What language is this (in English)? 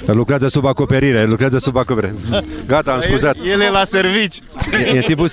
Romanian